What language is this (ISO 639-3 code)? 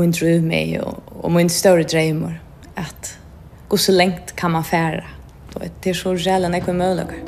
fao